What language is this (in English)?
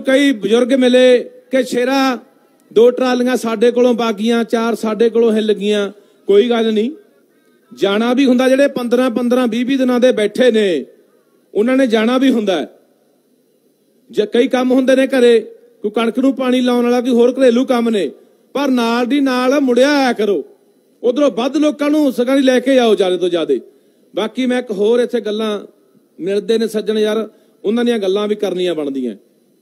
Punjabi